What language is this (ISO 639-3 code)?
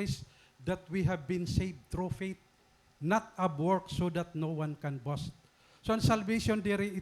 war